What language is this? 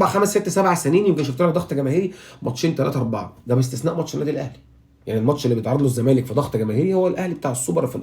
Egyptian Arabic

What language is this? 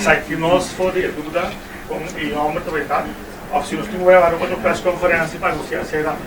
Papiamento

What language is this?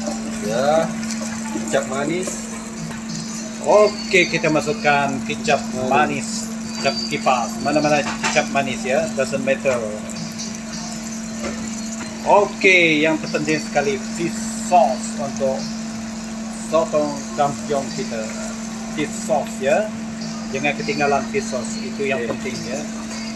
Malay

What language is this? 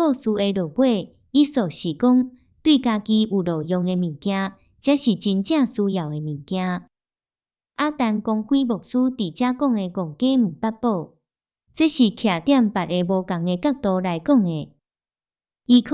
Min Nan Chinese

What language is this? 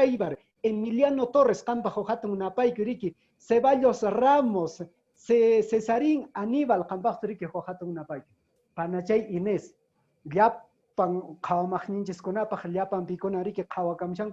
Quechua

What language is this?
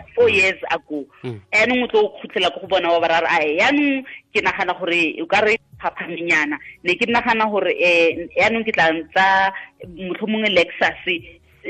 Tswana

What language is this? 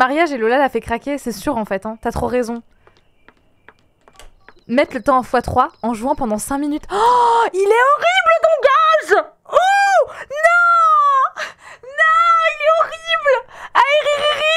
French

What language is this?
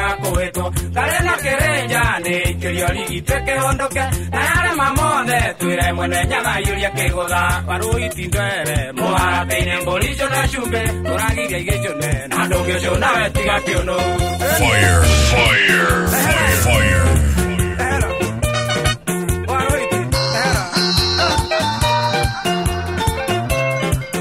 Kikuyu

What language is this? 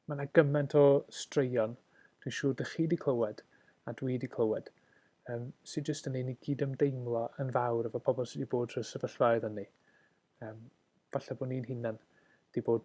Welsh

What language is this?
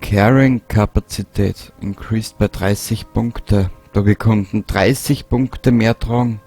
Bavarian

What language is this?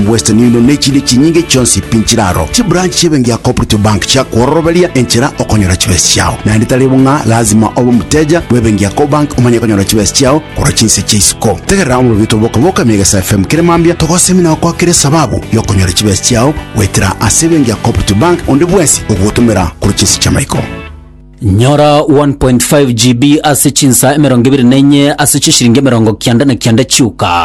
Gusii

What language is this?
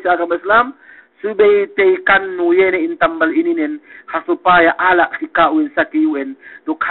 Yakan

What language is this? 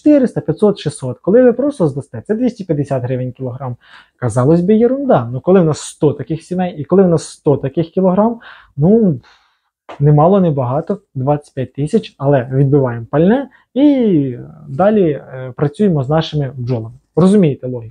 Ukrainian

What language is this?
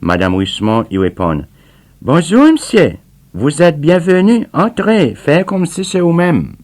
Seselwa Creole French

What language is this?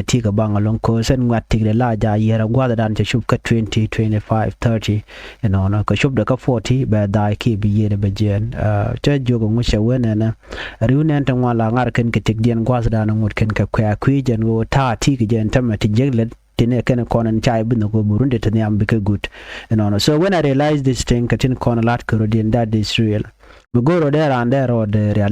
Nuer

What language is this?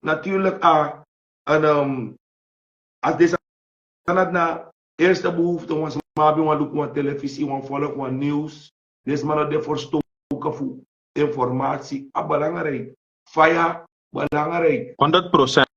Sranan Tongo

